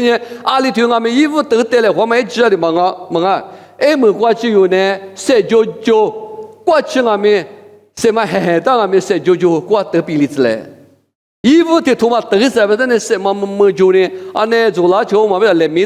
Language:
Lisu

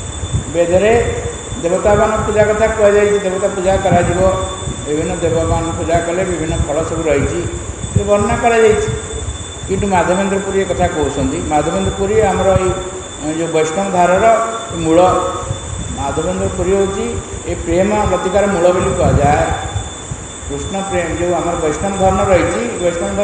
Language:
Odia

